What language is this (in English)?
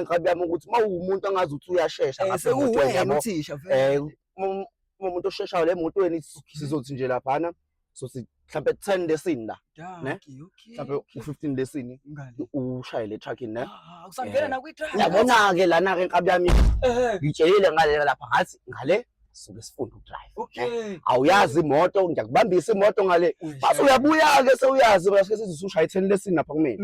Zulu